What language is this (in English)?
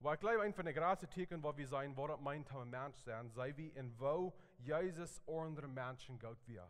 Plautdietsch